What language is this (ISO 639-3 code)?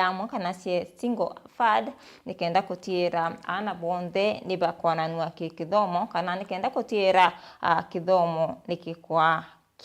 mer